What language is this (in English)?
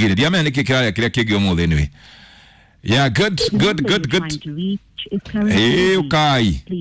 Kikuyu